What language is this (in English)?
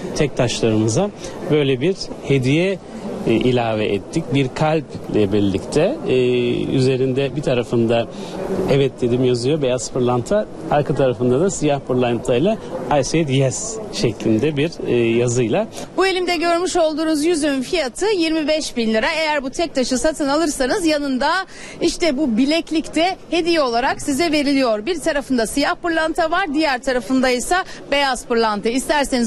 Turkish